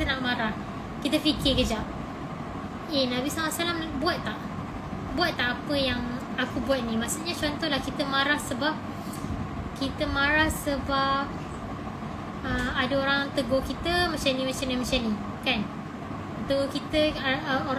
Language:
Malay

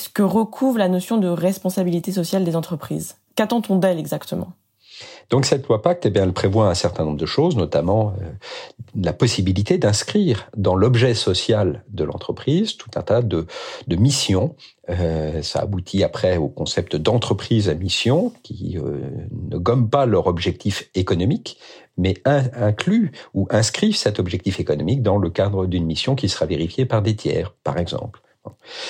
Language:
French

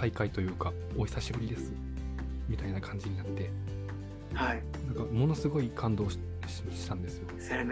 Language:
Japanese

